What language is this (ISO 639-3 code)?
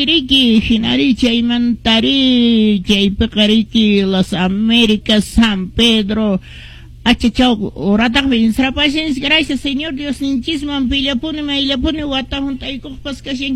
que